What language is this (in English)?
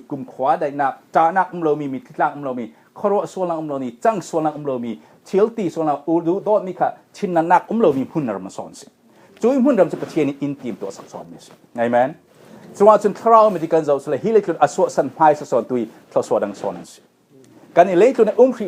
Falam Chin